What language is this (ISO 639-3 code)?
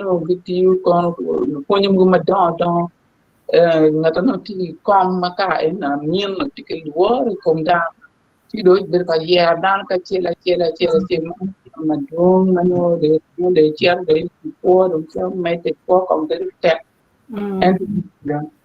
ach